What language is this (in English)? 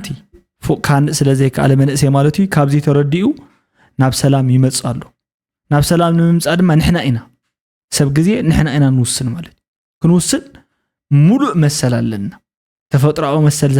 Tigrinya